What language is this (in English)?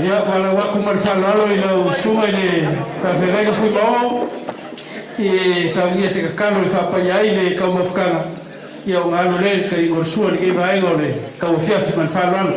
Samoan